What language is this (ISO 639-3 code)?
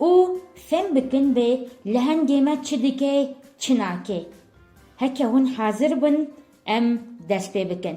kur